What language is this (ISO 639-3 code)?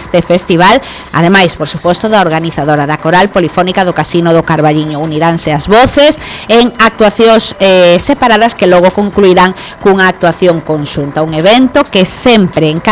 glg